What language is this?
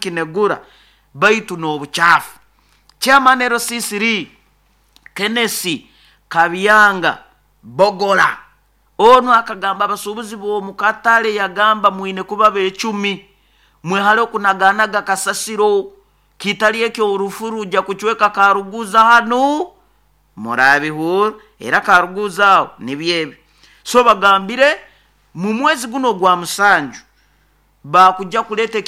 Nyoro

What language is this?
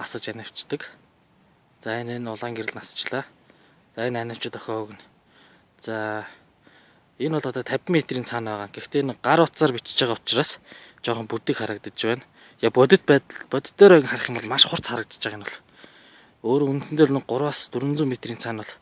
Mongolian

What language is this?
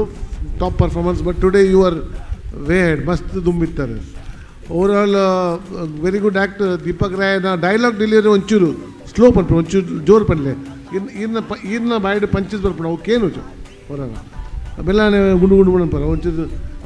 Tulu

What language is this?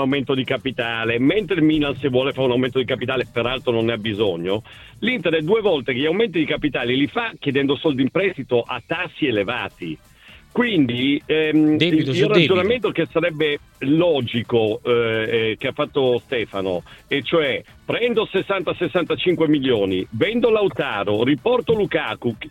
Italian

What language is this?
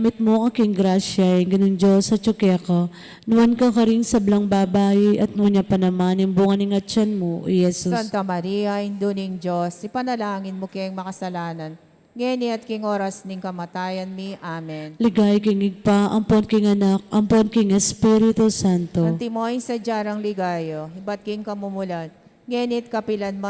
Pampanga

